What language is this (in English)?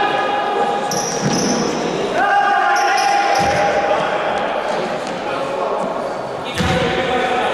Greek